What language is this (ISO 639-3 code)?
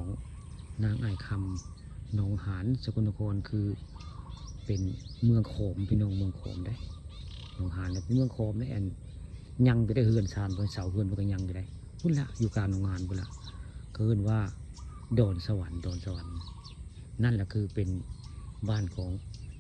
tts